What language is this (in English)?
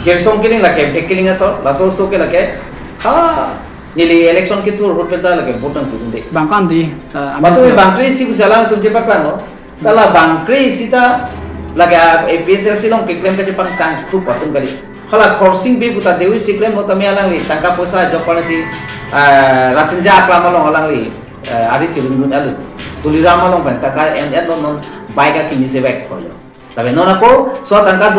Karbi